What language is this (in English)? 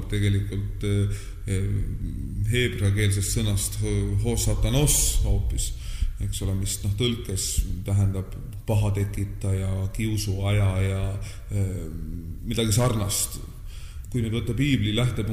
Estonian